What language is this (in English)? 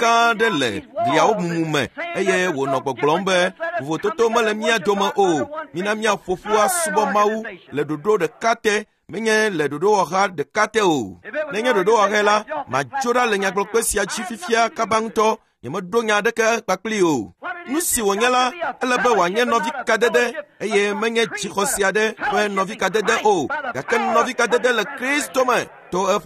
Ewe